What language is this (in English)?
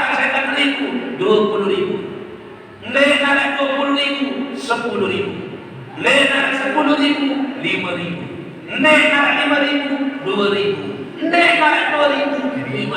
Sasak